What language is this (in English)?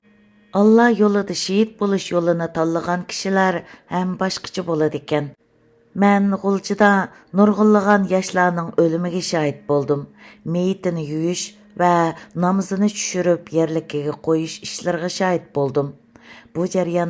Uyghur